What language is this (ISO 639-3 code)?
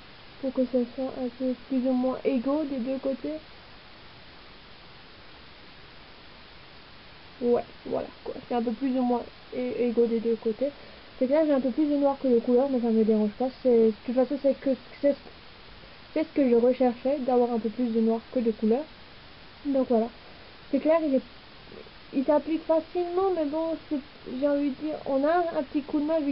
fra